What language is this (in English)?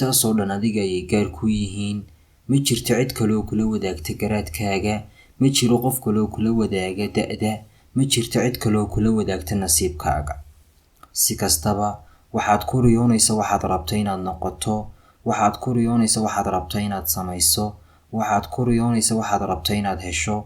Somali